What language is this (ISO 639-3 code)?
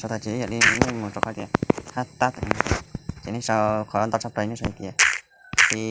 hmn